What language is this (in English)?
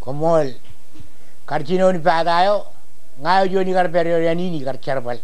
Marshallese